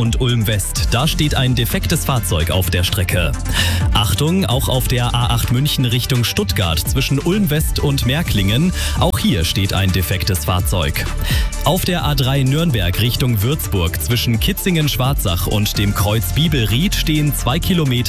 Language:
German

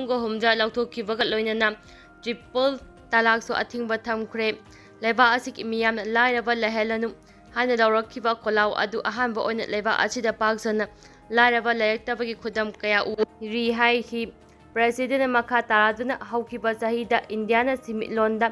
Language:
Manipuri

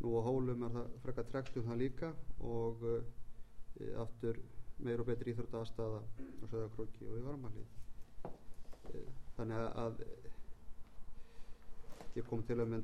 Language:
Icelandic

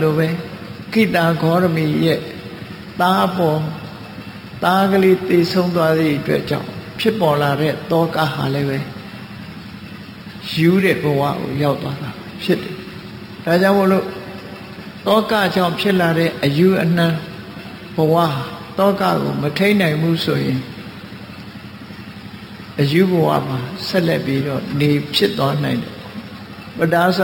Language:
Burmese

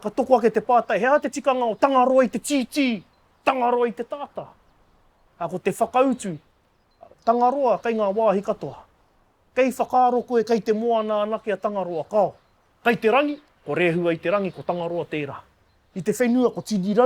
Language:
Māori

